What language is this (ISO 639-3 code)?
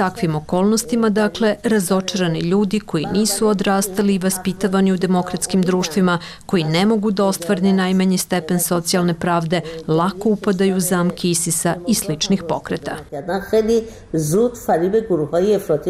srp